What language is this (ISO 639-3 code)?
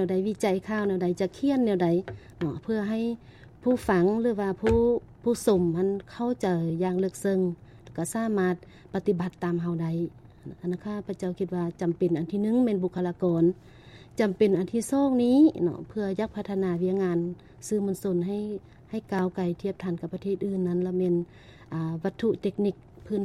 lao